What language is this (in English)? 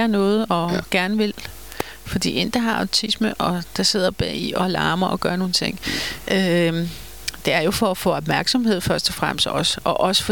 Danish